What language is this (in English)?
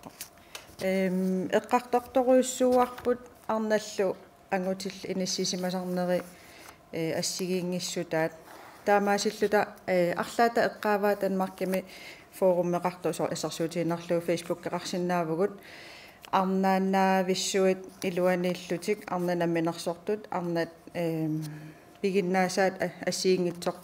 Kalaallisut